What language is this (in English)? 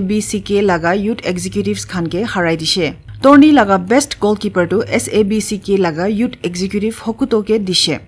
Naga Pidgin